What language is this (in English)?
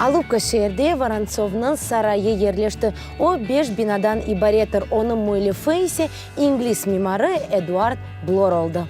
Crimean Tatar